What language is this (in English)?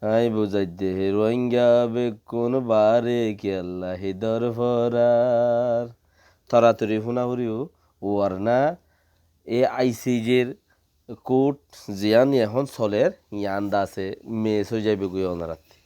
Rohingya